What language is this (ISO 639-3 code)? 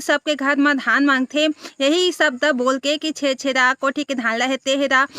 hne